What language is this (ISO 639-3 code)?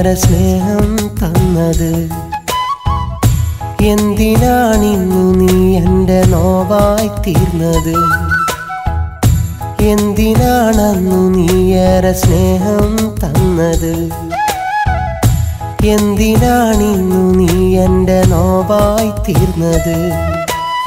mal